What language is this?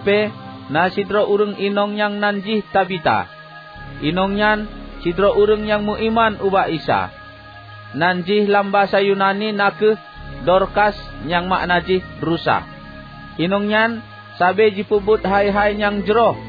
Achinese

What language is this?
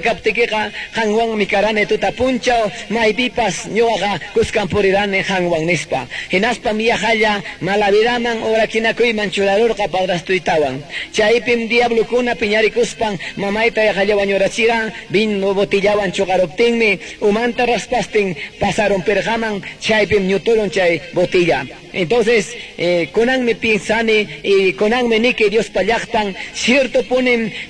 Ayacucho Quechua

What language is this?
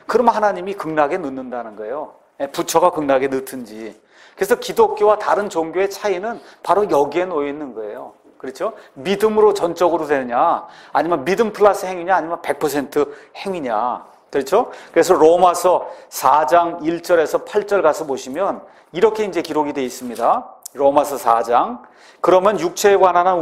Korean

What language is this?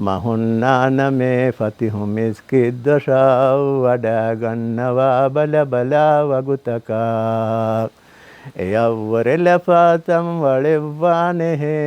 Divehi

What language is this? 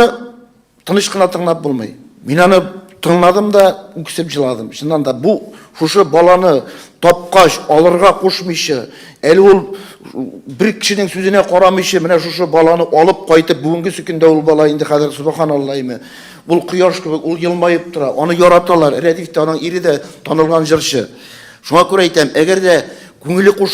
Tatar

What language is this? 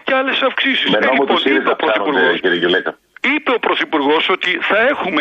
Greek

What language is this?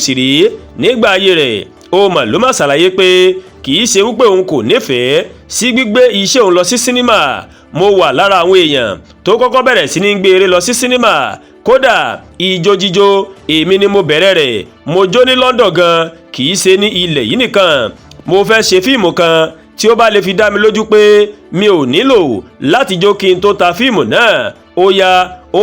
Yoruba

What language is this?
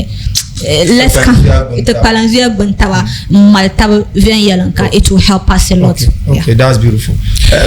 Dagbani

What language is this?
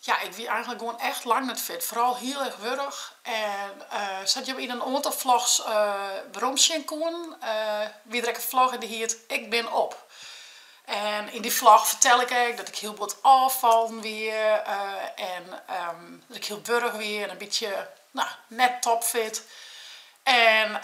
Western Frisian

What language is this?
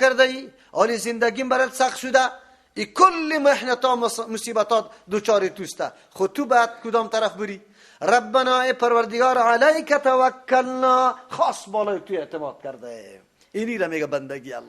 Persian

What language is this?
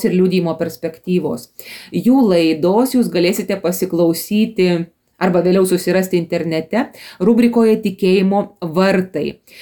Lithuanian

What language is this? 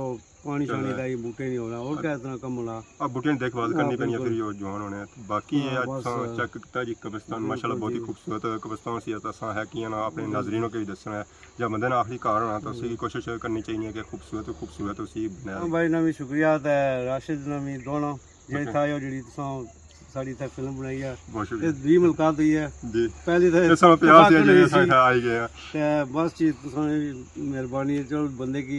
Pahari-Potwari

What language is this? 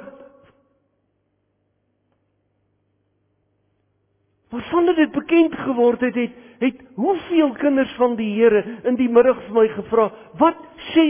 Afrikaans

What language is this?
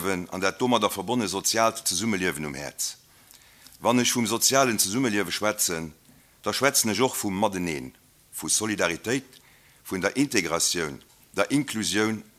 Luxembourgish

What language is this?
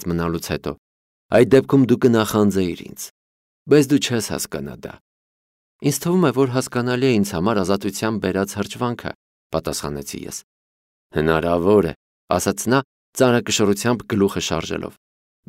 Armenian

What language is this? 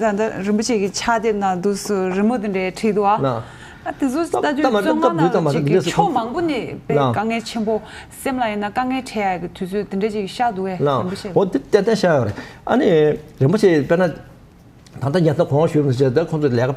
Tibetan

